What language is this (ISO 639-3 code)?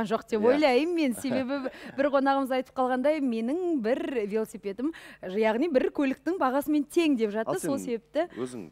kaz